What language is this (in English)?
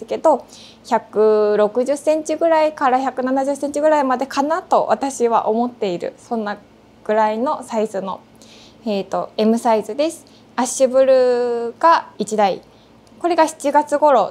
Japanese